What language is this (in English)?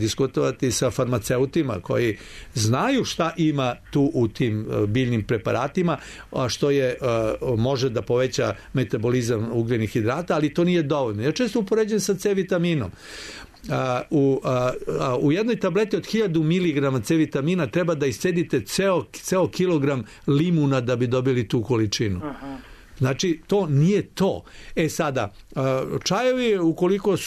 Serbian